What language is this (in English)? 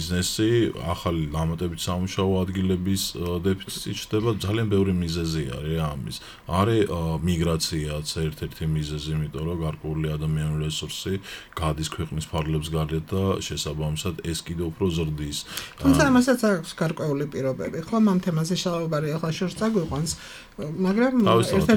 Georgian